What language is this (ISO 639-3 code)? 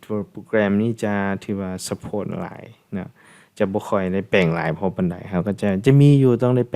lao